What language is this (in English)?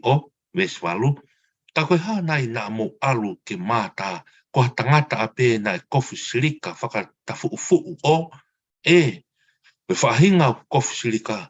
Tongan